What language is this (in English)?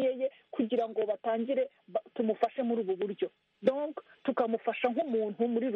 Kinyarwanda